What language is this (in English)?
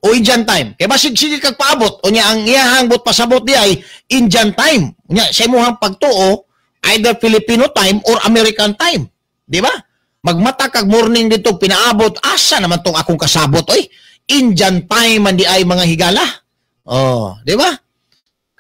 Cebuano